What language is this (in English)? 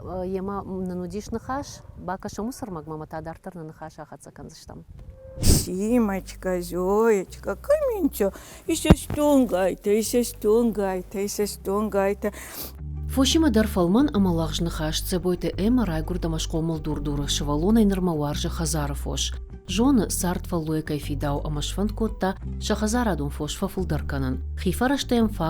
Ossetic